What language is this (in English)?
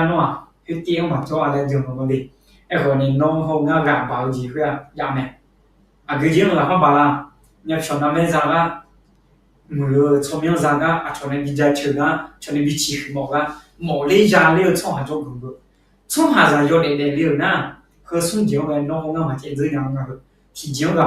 Akha